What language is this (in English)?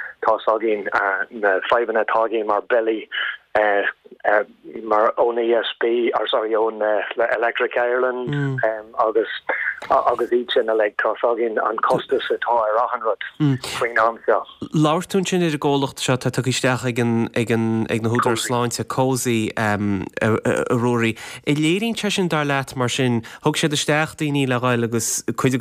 Irish